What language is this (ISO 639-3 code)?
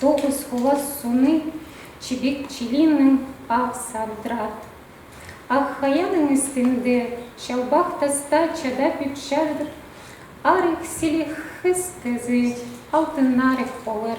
kjh